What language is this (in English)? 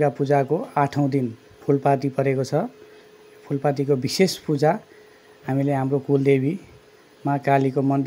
Nepali